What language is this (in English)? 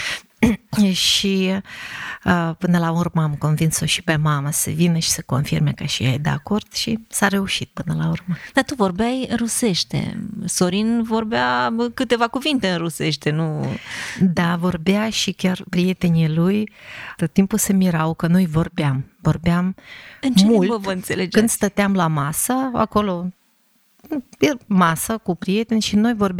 Romanian